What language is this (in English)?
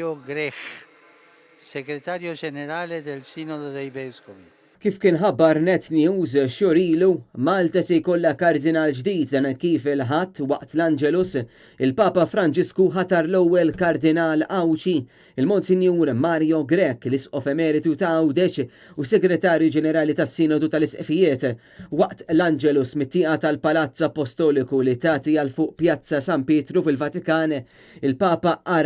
Maltese